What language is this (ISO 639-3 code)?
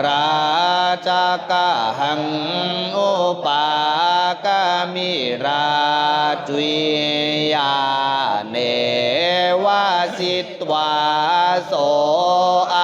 pli